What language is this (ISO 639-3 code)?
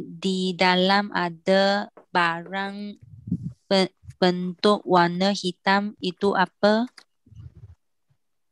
vie